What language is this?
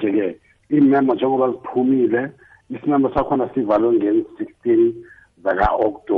South Ndebele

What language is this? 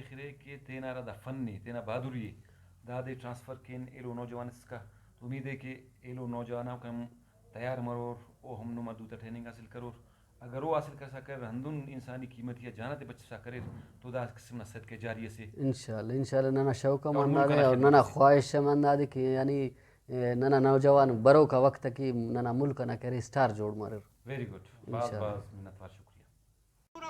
Brahui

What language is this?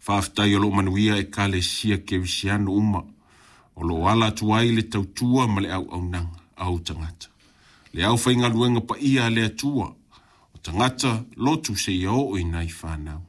Samoan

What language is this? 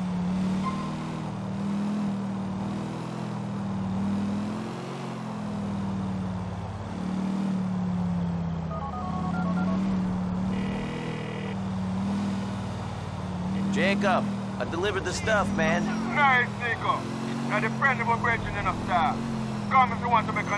English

